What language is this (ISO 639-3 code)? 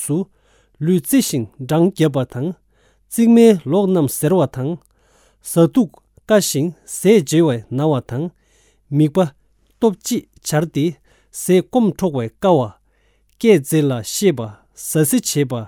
bod